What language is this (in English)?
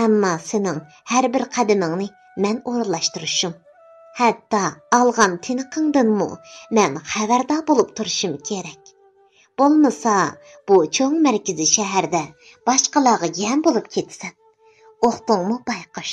Uyghur